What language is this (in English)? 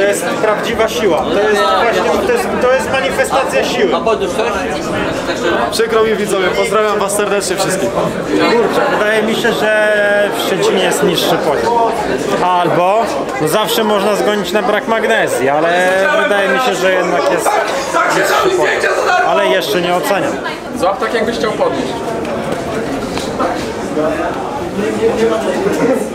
Polish